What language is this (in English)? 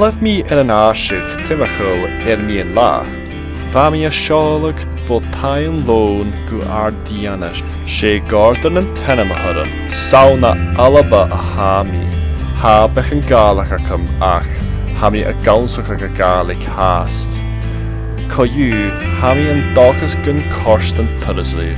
Scottish Gaelic